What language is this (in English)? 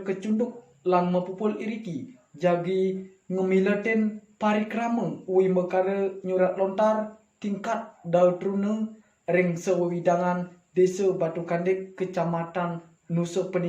Balinese